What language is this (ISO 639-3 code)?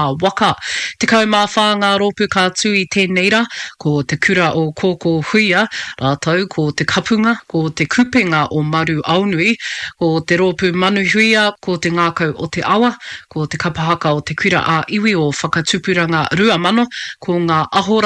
mri